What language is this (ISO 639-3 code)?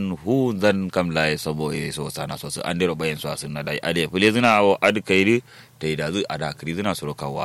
kau